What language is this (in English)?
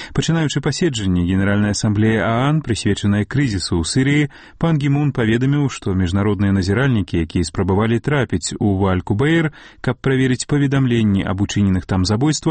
Belarusian